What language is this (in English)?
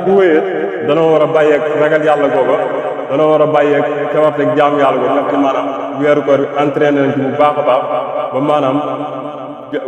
Wolof